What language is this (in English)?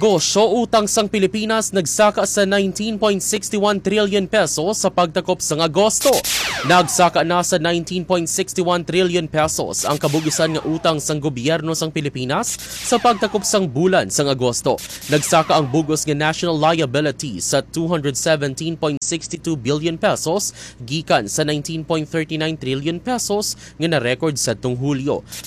Hiligaynon